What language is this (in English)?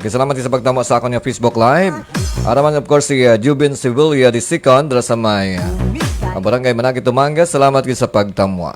Hiligaynon